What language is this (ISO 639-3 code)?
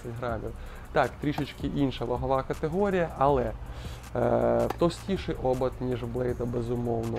ukr